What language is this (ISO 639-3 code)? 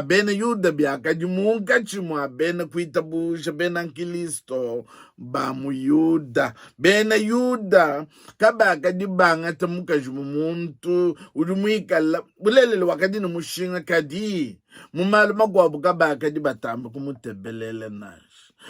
lua